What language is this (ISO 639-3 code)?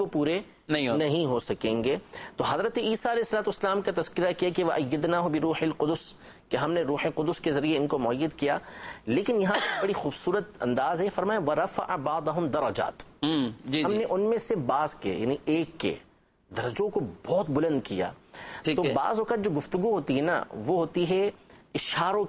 urd